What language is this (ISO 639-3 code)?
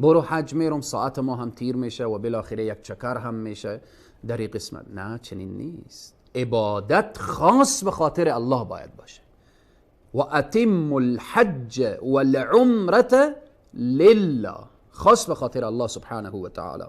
fas